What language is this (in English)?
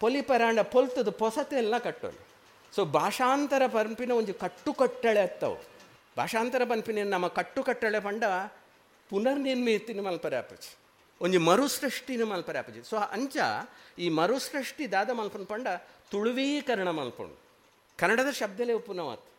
Tulu